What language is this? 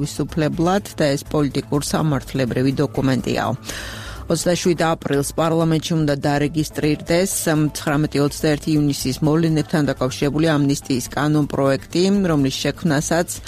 Georgian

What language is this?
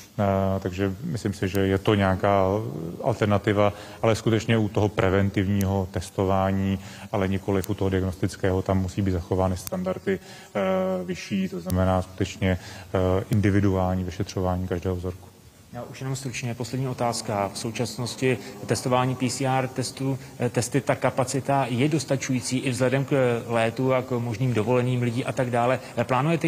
Czech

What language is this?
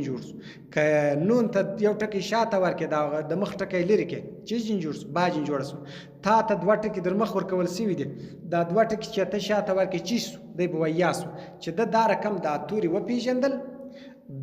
Pashto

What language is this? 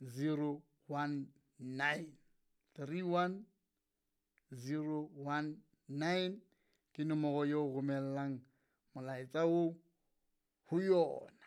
Southern Sotho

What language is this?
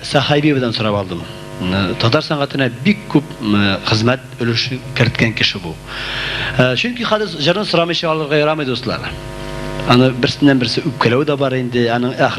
Tatar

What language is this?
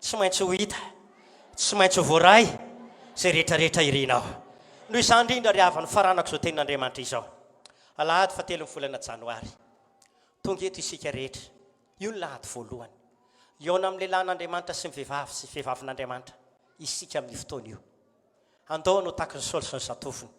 Malagasy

